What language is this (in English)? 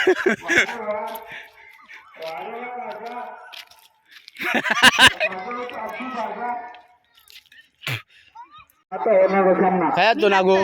Konkani